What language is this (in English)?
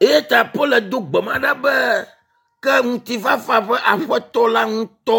Ewe